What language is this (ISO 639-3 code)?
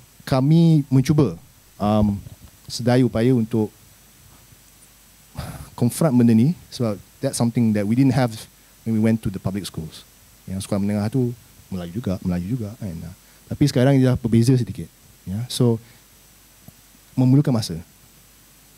msa